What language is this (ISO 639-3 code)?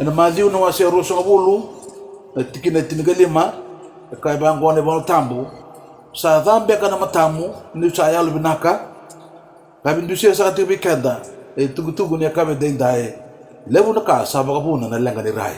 fij